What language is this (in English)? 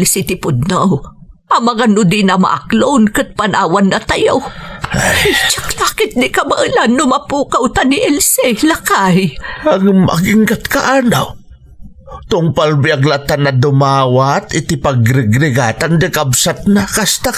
Iloko